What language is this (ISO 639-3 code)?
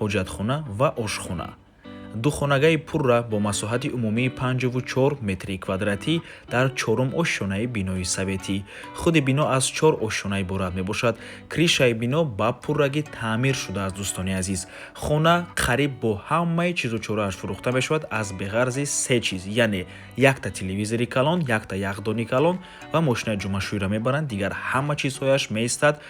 tgk